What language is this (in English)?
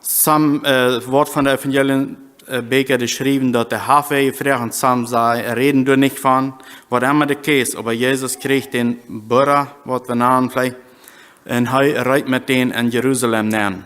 Plautdietsch